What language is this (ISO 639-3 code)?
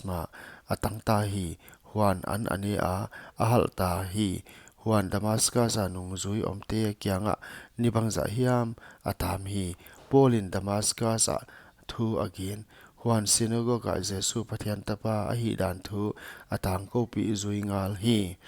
pck